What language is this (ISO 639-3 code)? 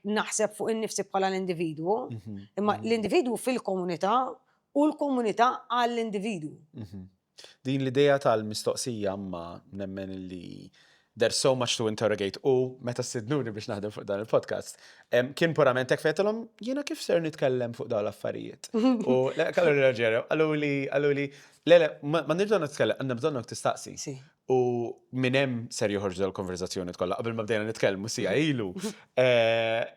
mlt